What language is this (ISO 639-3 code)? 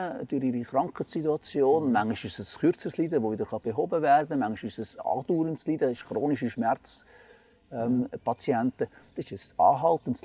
gsw